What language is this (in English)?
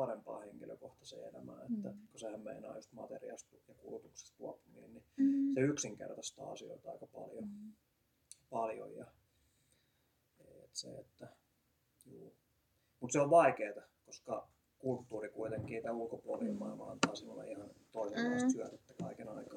Finnish